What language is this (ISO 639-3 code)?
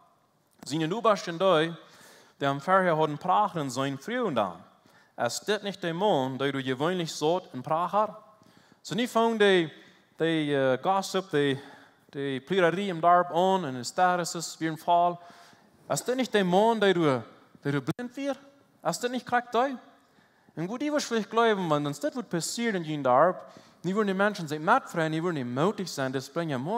pdt